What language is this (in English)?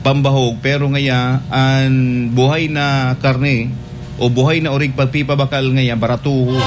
Bikol